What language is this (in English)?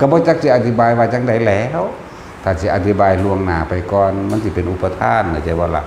Lao